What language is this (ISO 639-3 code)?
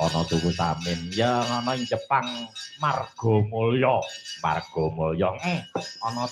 jav